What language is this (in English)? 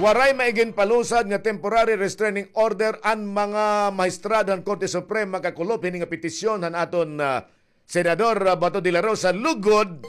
Waray